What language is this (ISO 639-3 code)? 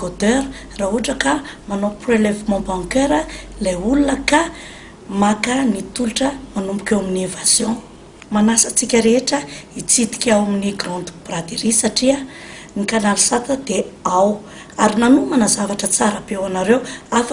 mlg